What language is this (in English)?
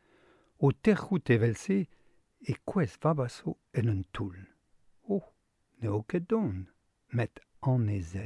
Breton